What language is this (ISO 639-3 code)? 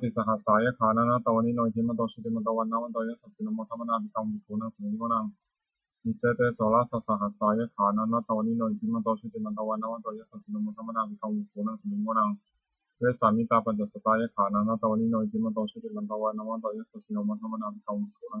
pli